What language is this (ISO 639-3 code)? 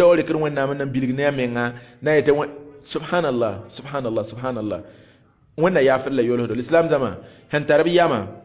mos